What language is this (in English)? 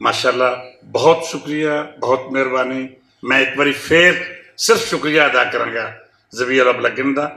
Western Panjabi